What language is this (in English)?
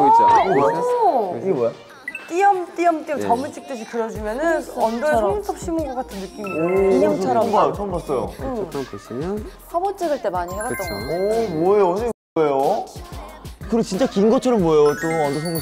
Korean